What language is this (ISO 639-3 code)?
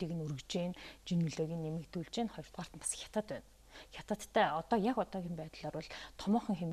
mon